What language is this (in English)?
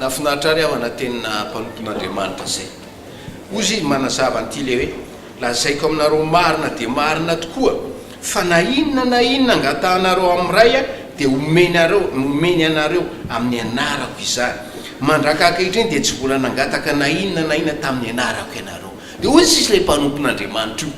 Malagasy